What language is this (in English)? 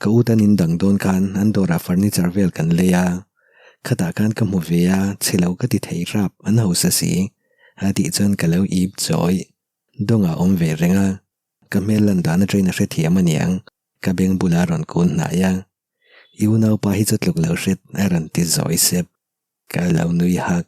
Mizo